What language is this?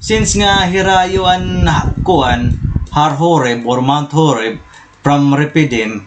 Waray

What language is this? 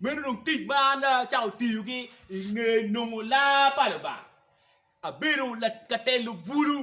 Acoli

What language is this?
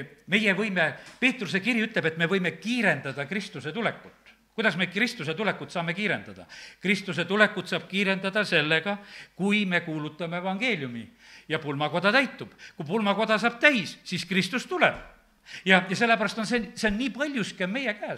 Estonian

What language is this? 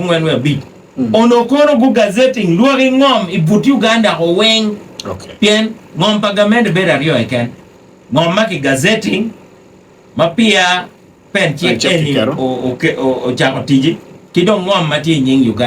Acoli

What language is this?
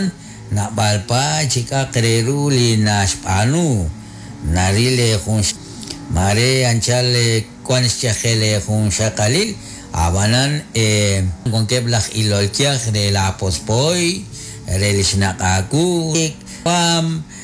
Kekchí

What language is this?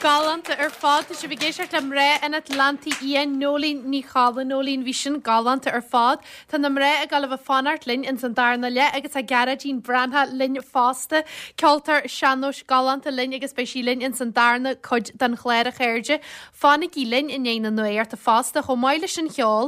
Irish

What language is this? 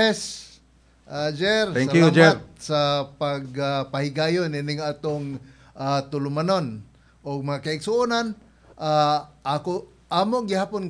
Cebuano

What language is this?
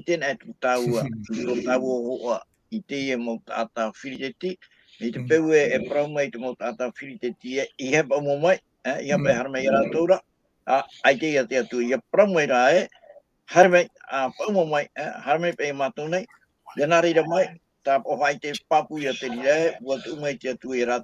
Tahitian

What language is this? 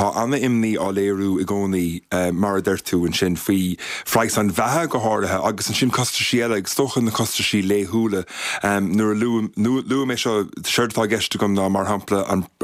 Irish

